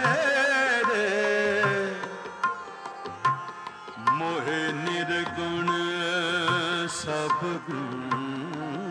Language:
Punjabi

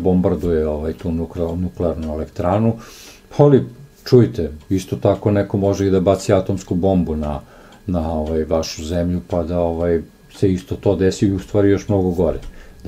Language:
Serbian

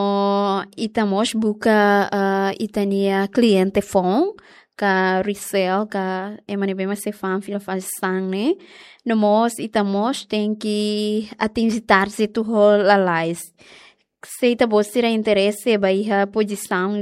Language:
Tetum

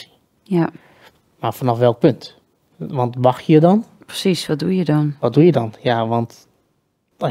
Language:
Dutch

